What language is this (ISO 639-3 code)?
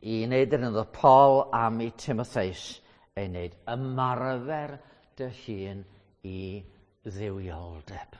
cym